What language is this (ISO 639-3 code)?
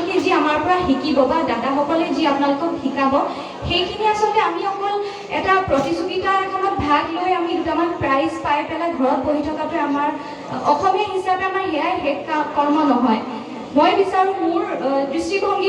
asm